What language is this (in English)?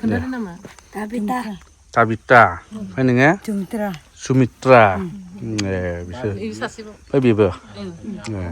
Bodo